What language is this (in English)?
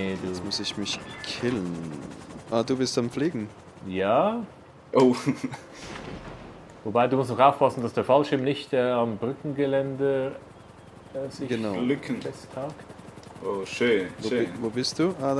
Swiss German